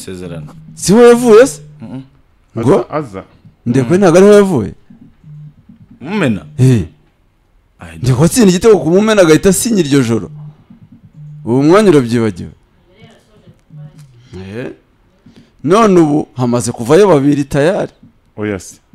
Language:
Kinyarwanda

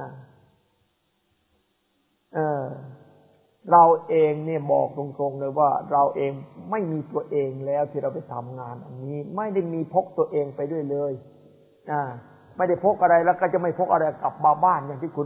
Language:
Thai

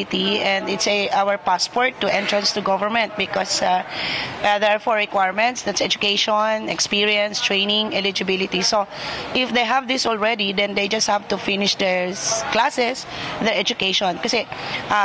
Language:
Bikol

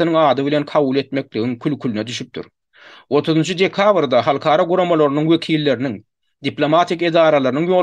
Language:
Turkmen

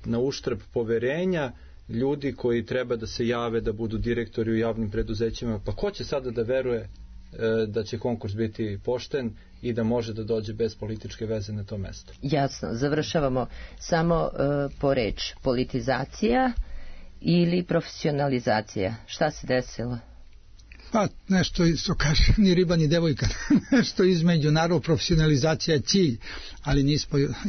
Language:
Serbian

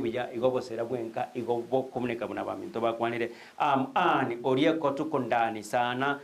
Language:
Gusii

